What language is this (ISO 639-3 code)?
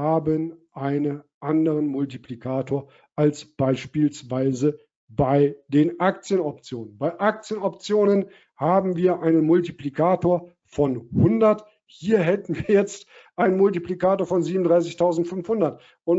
deu